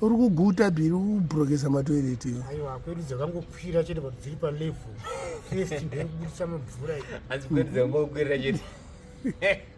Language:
Shona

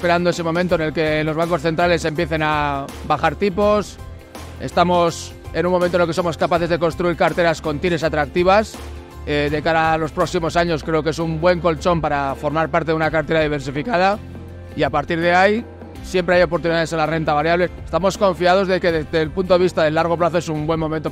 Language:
Spanish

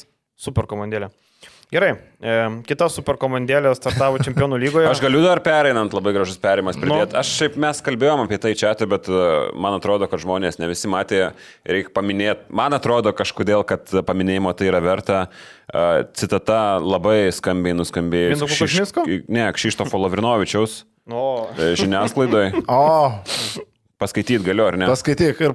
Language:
Lithuanian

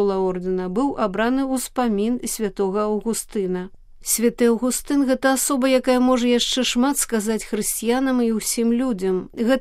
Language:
Belarusian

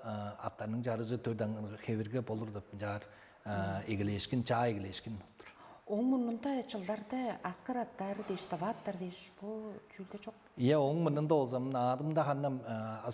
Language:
Tuvinian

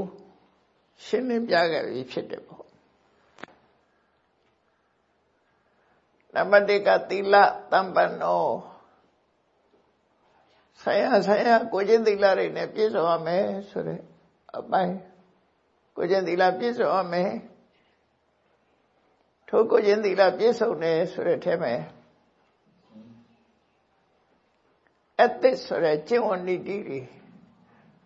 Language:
Burmese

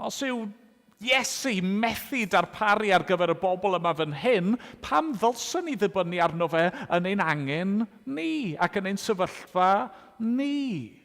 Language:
Welsh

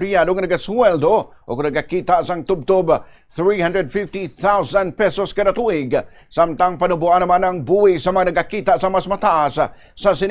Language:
Hiligaynon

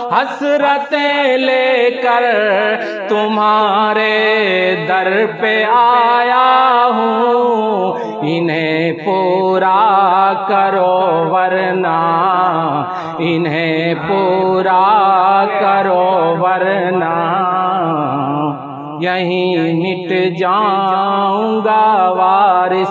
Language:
Urdu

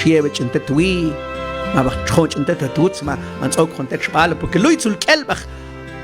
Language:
Mam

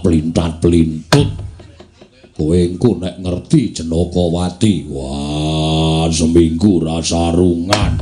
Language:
Javanese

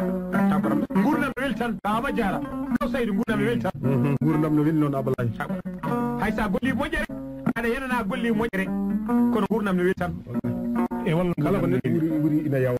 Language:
Fula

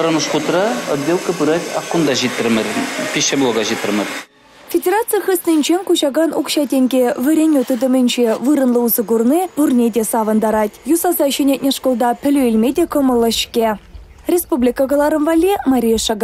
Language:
Chuvash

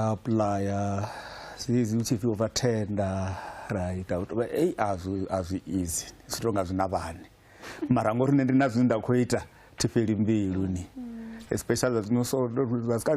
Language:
Venda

